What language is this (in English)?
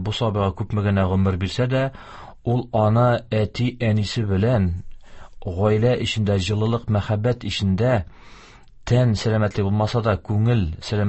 Tatar